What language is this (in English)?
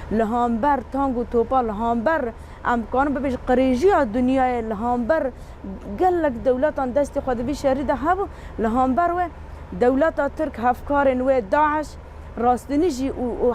Kurdish